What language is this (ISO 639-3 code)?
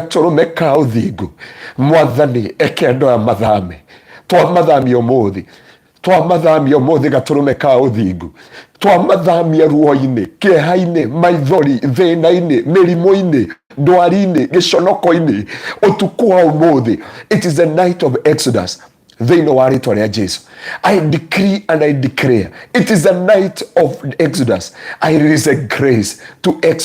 kik